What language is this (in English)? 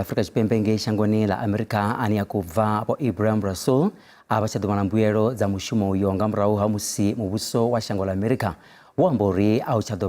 Venda